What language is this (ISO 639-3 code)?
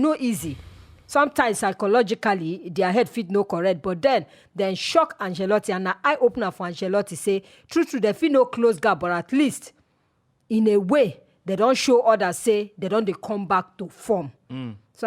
pcm